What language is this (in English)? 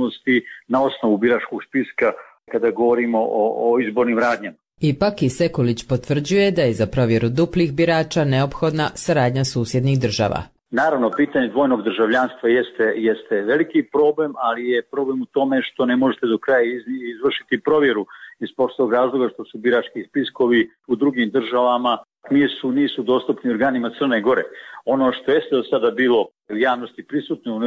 Serbian